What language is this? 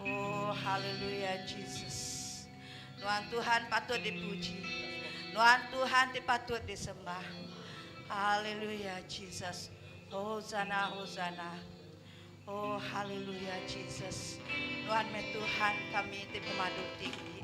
Iban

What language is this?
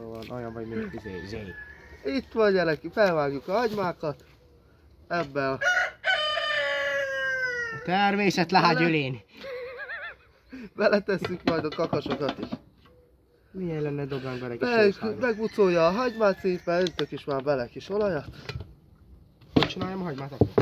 Hungarian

